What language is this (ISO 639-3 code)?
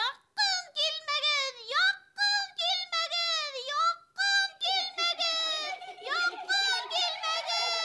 bak